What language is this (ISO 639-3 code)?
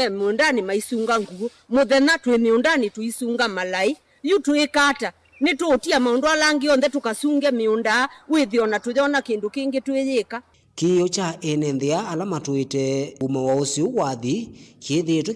kam